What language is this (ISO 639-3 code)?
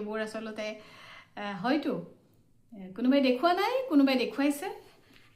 asm